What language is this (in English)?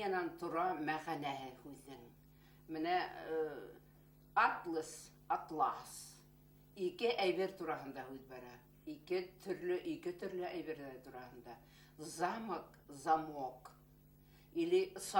Bashkir